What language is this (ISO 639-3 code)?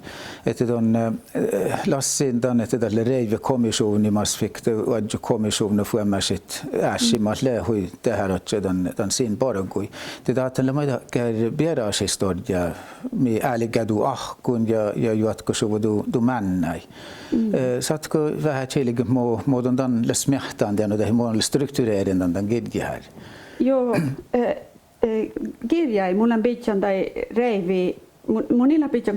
sme